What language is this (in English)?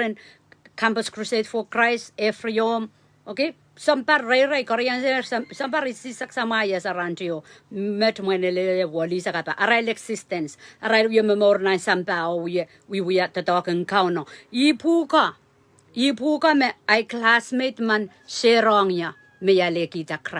Pohnpeian